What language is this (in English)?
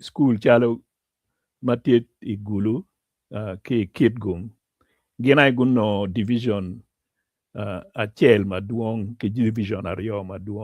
Acoli